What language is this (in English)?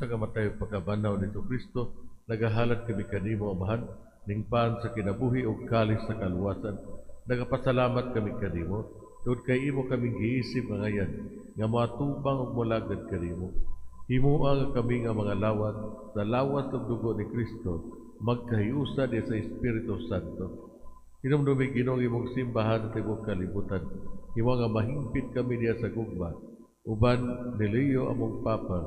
Cebuano